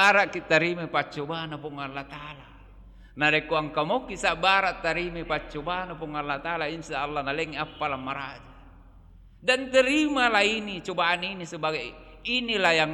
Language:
Buginese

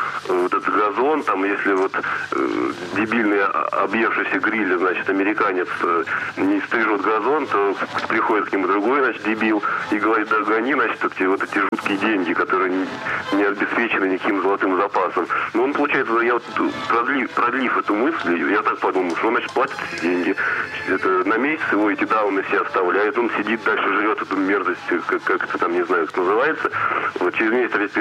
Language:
Russian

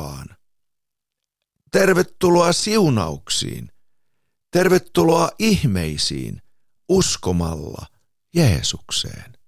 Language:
Finnish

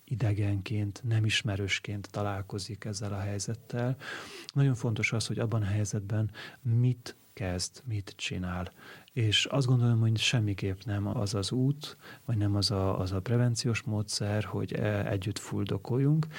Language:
Hungarian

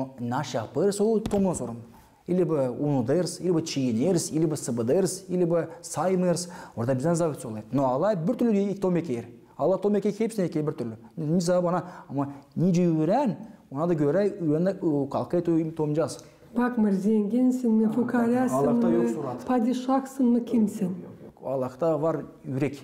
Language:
Gagauz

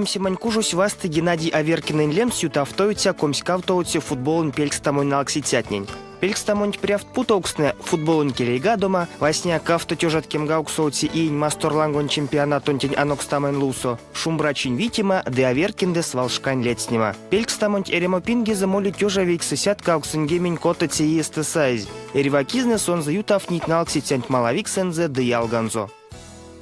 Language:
Erzya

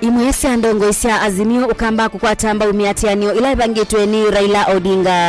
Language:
Kamba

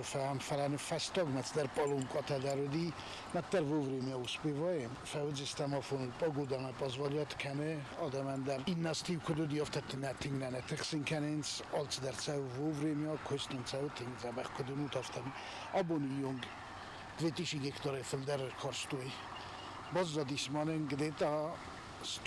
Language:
Ossetic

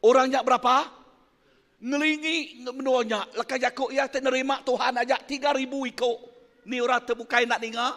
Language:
Iban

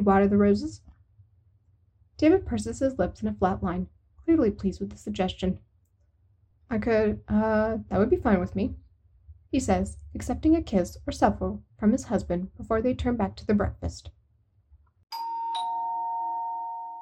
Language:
English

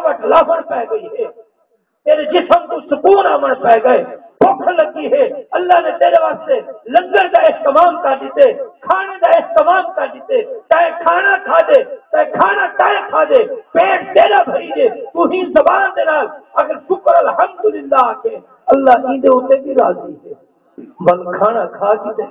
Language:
Saraiki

